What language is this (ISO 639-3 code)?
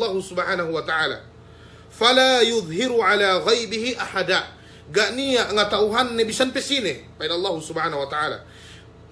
yka